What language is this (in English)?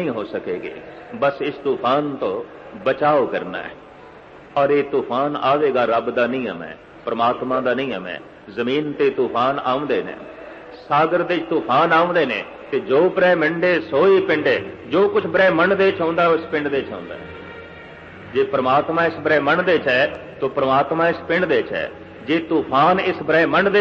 Punjabi